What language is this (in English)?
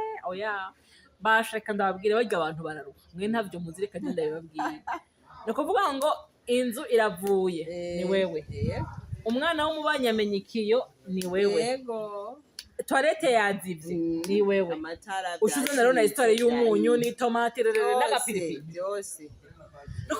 Rundi